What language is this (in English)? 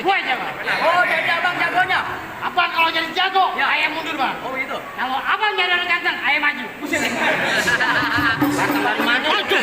Betawi